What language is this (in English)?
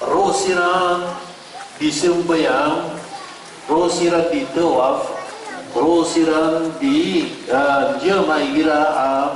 Maranao